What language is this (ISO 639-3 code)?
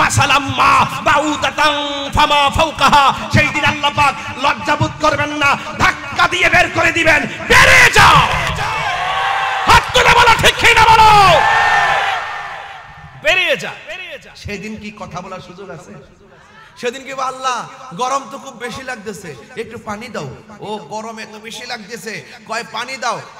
ben